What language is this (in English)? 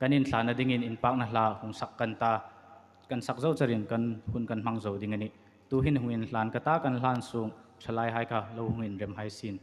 Hmar